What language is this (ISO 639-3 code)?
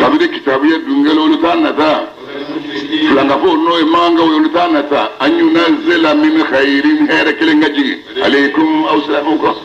bam